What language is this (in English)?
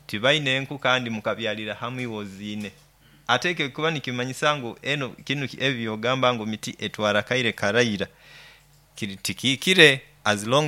Nyoro